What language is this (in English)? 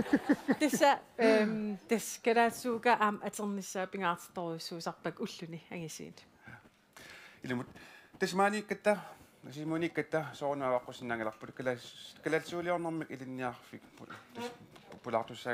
Kalaallisut